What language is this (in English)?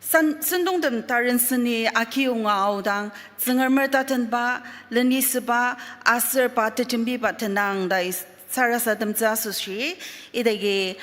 Ao Naga